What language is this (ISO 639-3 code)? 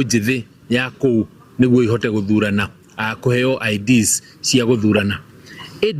kik